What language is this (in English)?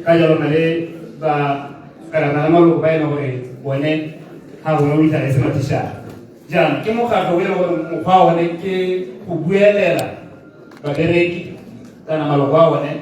Tswana